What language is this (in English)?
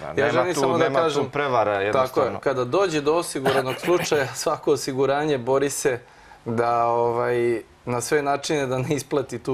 Serbian